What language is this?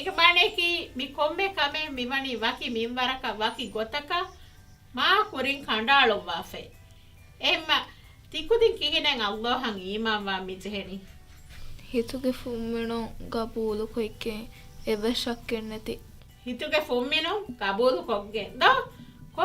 Divehi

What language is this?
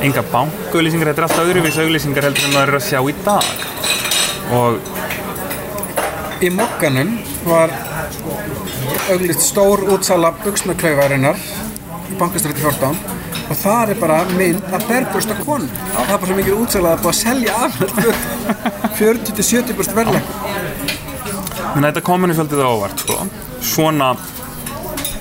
Icelandic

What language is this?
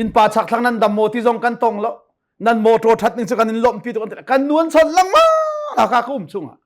Hakha Chin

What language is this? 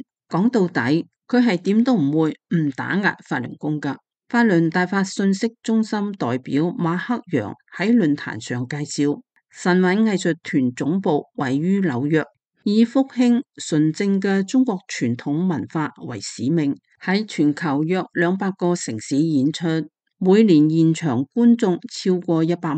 Cantonese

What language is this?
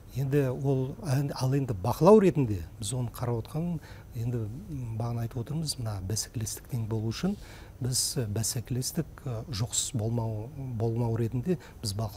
Kazakh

